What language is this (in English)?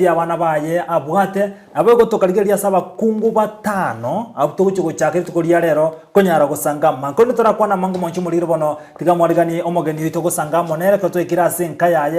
Gusii